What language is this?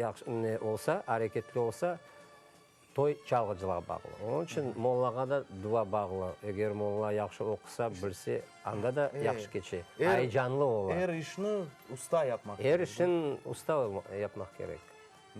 Crimean Tatar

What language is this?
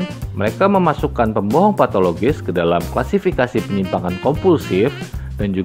Indonesian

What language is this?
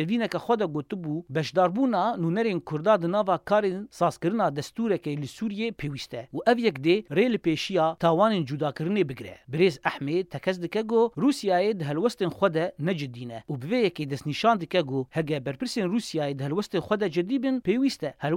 Kurdish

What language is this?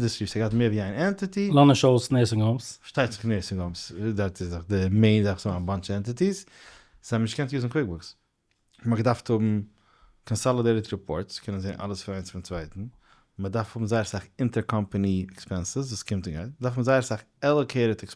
Yiddish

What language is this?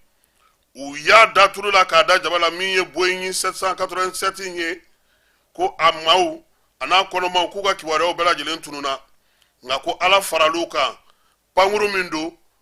Bambara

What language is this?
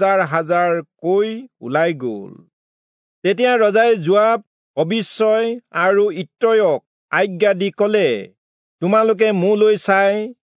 Assamese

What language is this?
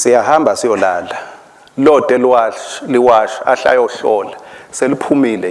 Swati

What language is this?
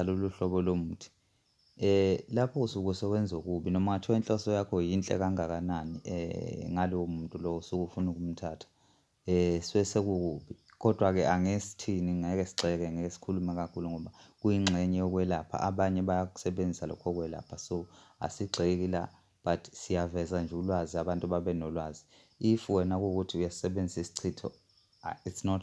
Zulu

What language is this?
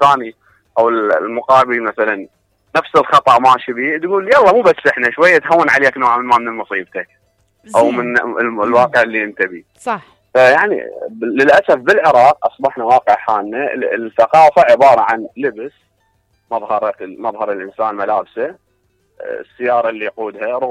Mesopotamian Arabic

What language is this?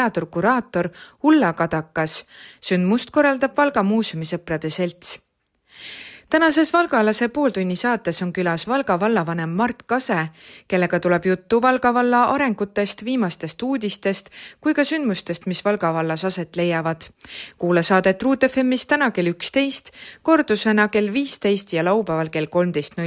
Estonian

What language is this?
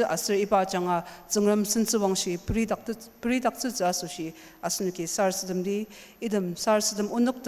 Ao Naga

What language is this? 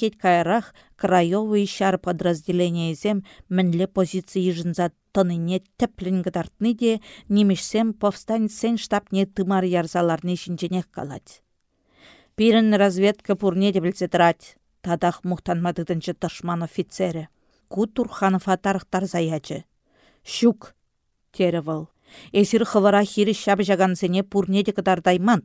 Chuvash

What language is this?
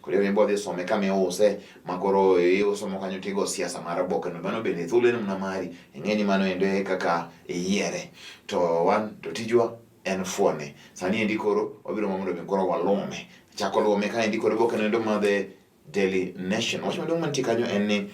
Luo (Kenya and Tanzania)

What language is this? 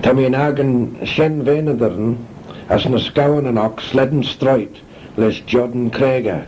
Manx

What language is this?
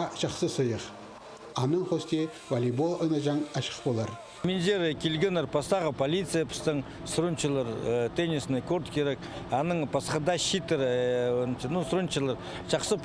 Khakas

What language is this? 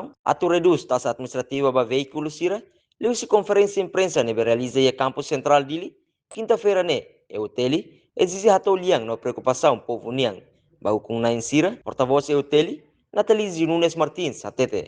Tetum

